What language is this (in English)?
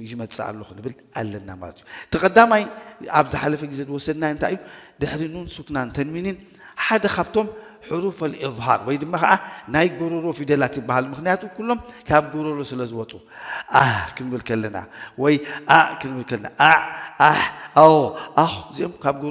Tigrinya